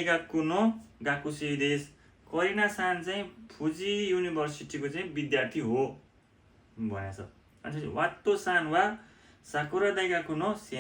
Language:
Nepali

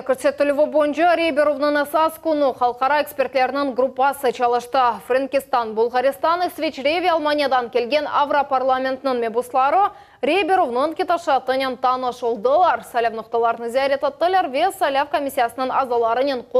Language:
Crimean Tatar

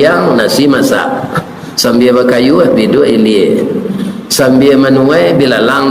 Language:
Minangkabau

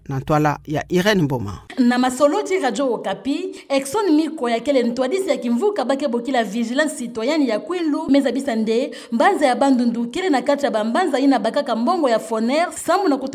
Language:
Kituba (Democratic Republic of Congo)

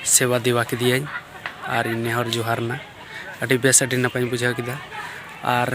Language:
Santali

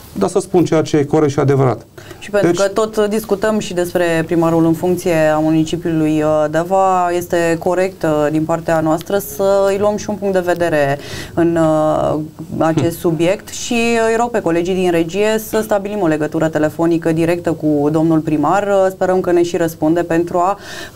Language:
Romanian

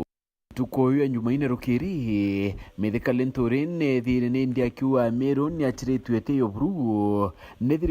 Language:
Meru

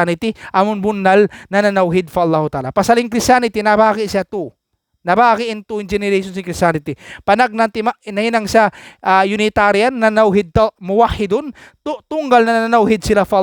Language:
Tausug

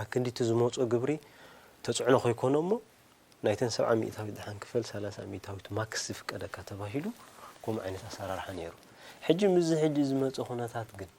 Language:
Tigrinya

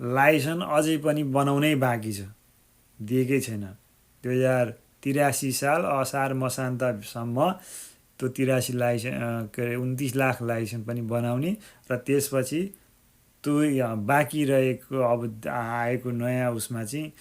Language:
Nepali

